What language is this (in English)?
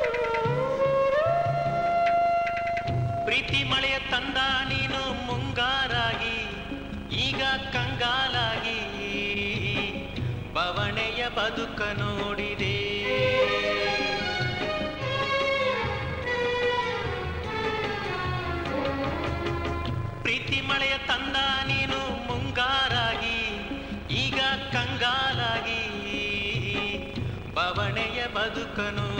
Kannada